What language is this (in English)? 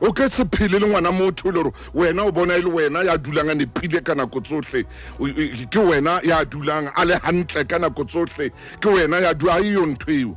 Southern Sotho